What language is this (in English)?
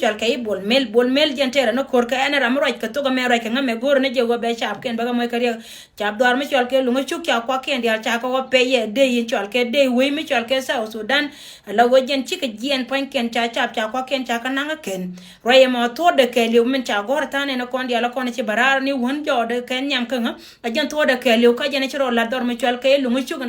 Nuer